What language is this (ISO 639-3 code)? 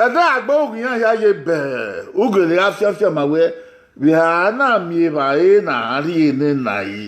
bin